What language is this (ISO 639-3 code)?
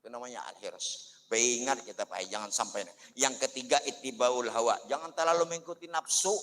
bjn